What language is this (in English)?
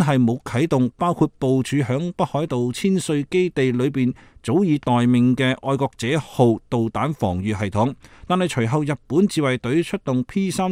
Cantonese